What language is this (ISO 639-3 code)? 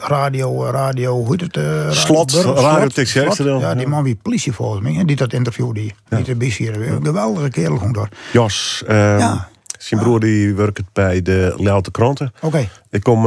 fry